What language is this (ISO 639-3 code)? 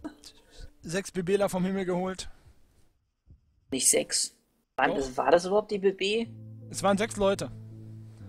deu